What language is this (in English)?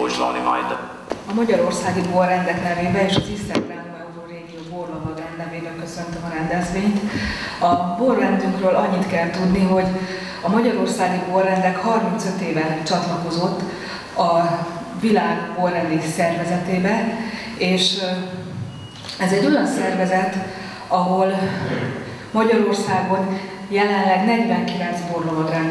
Hungarian